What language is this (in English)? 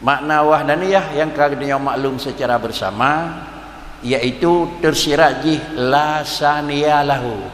Achinese